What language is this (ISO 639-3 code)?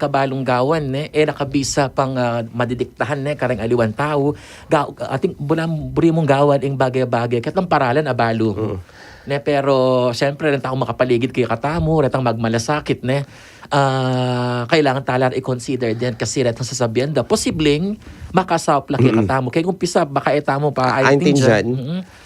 pam